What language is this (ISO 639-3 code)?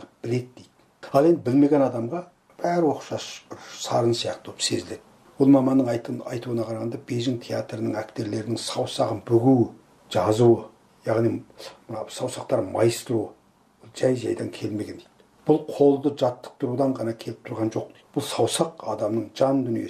kaz